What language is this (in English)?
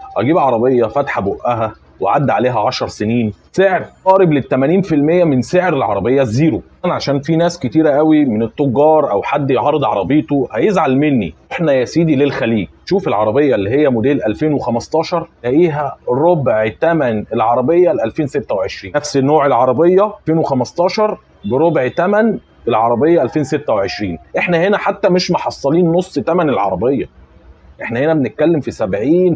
Egyptian Arabic